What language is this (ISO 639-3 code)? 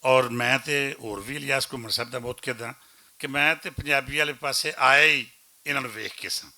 lah